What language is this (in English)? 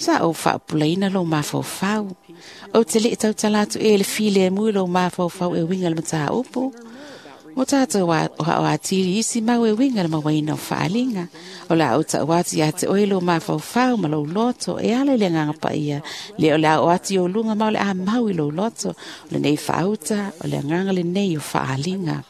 Samoan